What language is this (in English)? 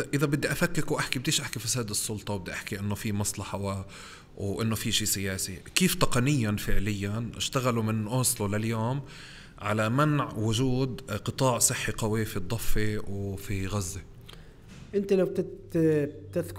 North Levantine Arabic